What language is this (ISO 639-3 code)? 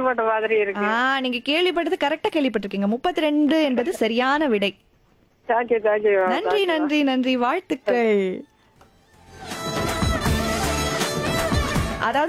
tam